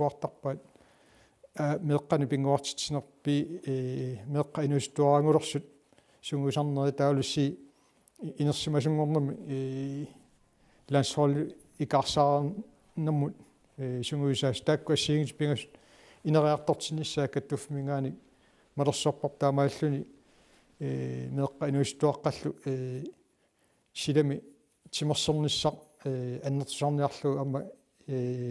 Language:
Kalaallisut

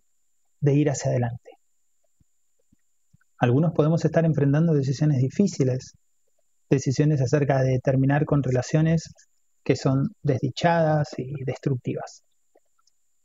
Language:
Spanish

